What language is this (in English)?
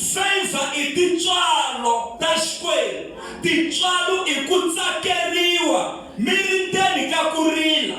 Tsonga